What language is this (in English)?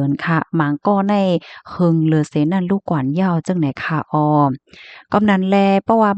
Shan